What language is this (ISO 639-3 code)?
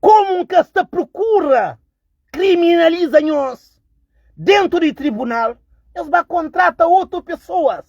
kea